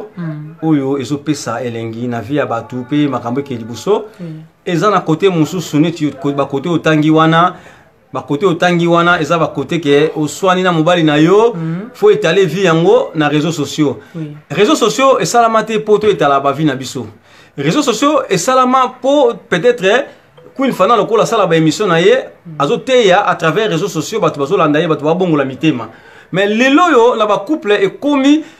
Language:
Lingala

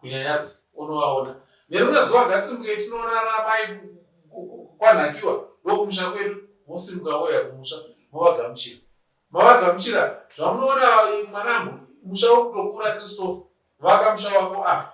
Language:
Shona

